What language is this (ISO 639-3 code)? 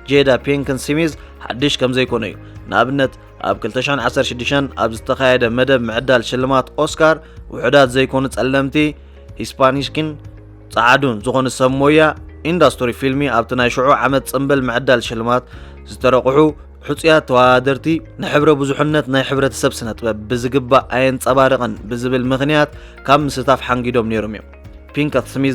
tir